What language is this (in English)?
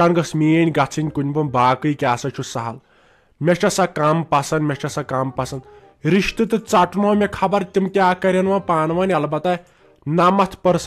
Kashmiri